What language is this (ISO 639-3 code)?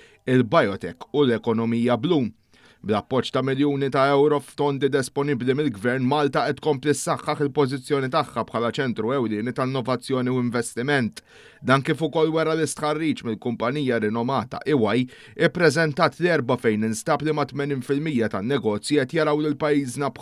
mlt